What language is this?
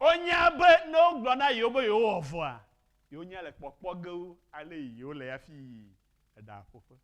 Ewe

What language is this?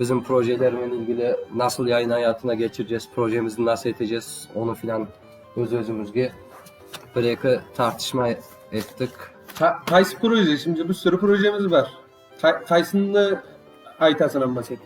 Crimean Tatar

